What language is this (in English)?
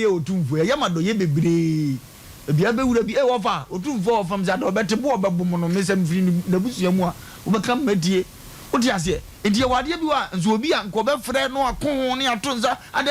Akan